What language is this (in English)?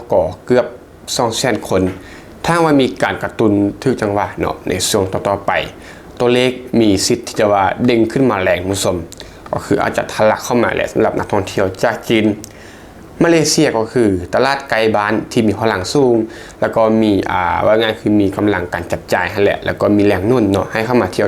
Lao